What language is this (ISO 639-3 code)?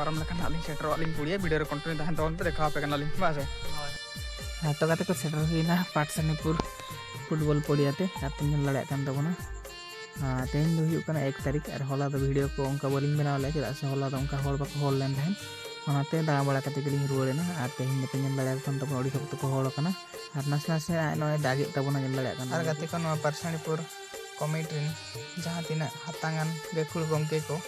sat